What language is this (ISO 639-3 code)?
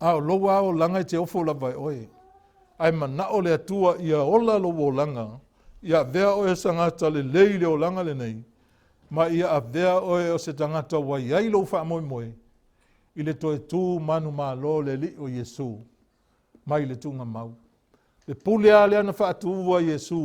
smo